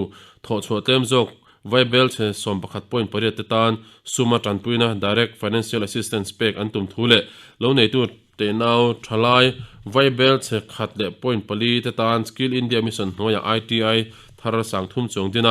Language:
Mizo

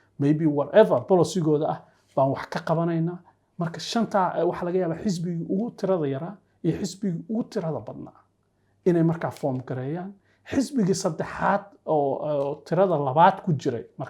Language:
Somali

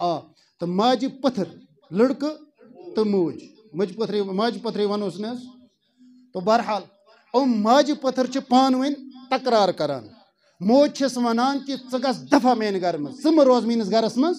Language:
Kashmiri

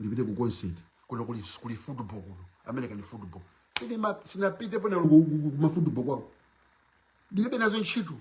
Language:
Nyanja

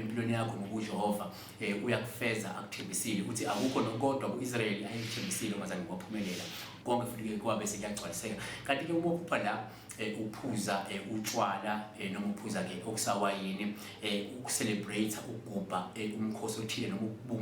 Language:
Zulu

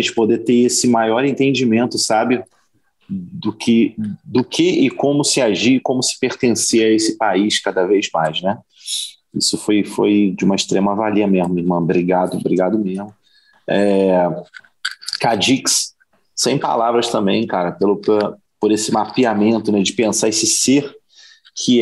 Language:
Portuguese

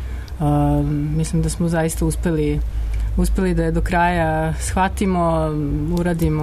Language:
Serbian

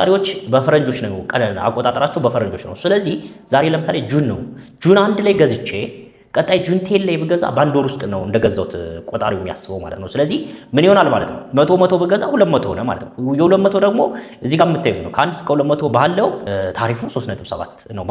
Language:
Amharic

